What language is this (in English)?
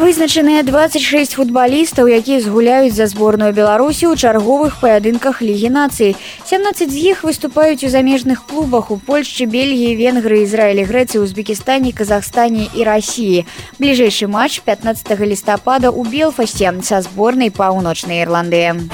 Belarusian